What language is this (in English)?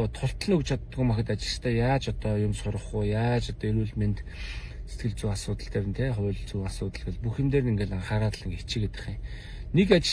Mongolian